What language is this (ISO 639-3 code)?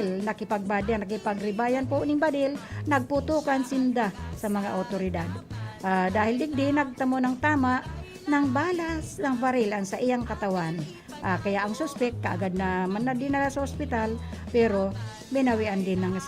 bik